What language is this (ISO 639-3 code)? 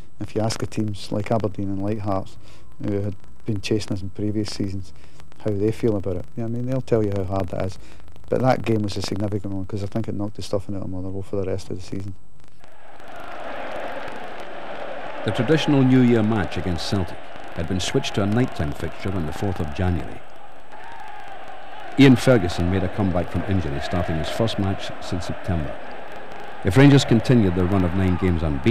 eng